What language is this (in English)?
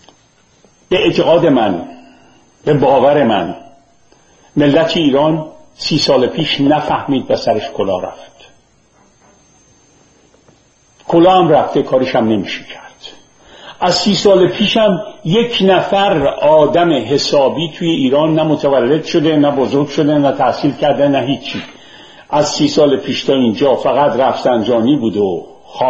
Persian